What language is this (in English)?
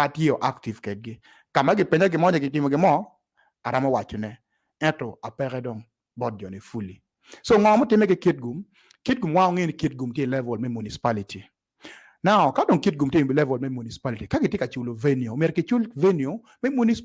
Acoli